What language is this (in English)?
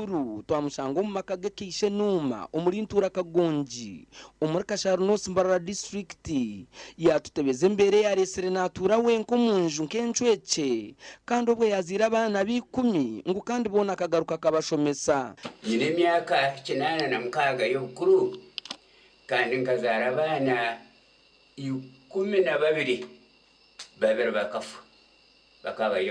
Nyankole